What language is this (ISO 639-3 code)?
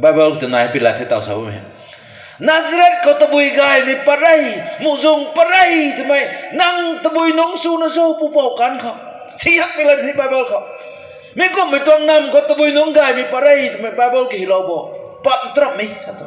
nbu